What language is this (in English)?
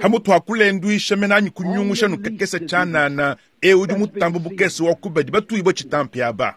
Luba-Lulua